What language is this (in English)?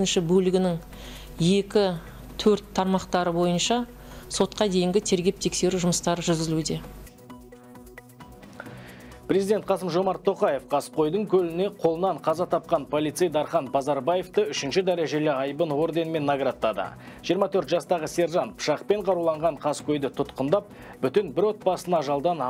Kazakh